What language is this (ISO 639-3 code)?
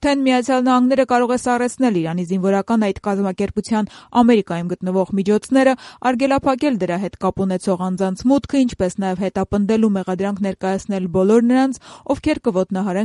hye